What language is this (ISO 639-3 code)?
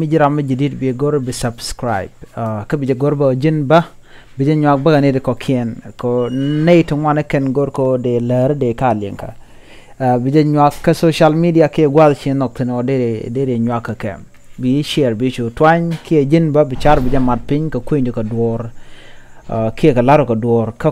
nus